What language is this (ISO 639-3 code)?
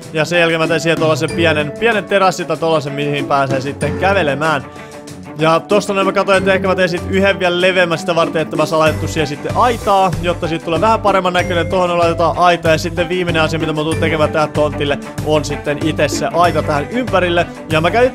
fin